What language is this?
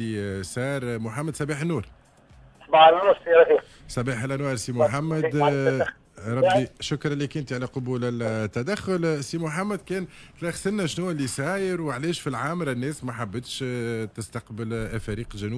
Tunisian Arabic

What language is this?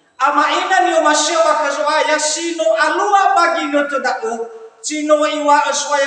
Nias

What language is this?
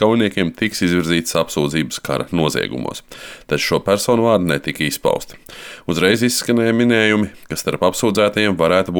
Latvian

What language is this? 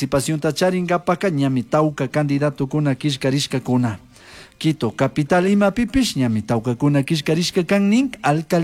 Chimborazo Highland Quichua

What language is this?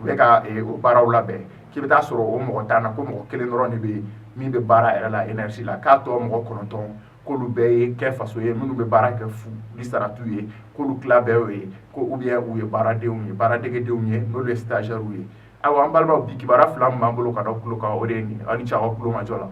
Bambara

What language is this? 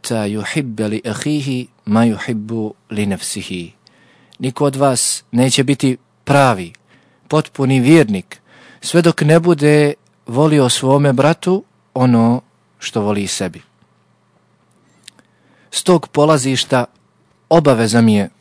Bosnian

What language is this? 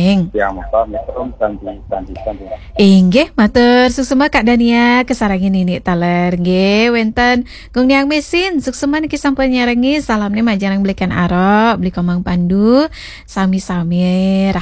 Balinese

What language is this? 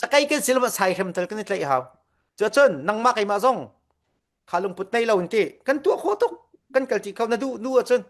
Falam Chin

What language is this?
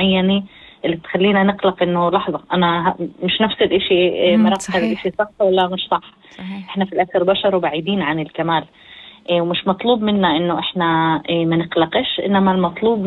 North Levantine Arabic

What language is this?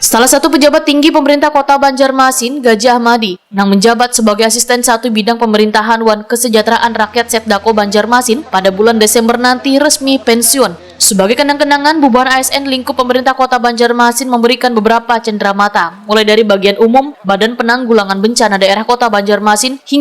Banjar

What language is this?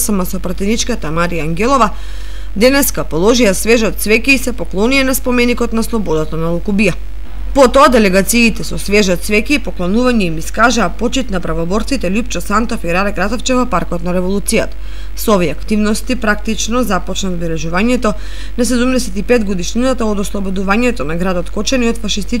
Macedonian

